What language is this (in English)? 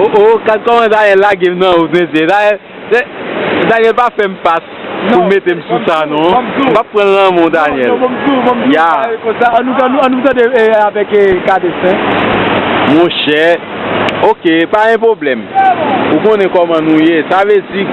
Haitian Creole